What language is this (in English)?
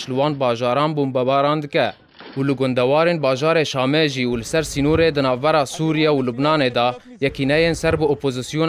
Kurdish